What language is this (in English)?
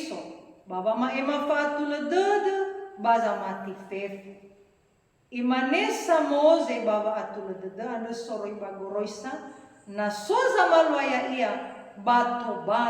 Nias